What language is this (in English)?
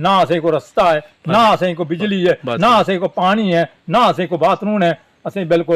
Dogri